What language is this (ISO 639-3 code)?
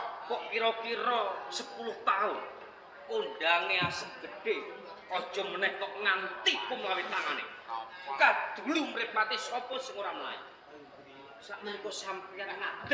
jav